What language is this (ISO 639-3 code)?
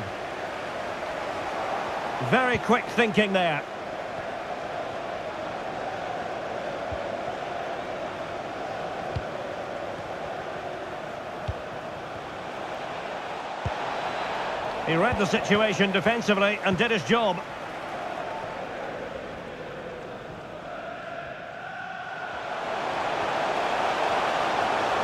eng